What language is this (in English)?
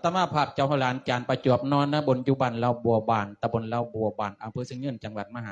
Lao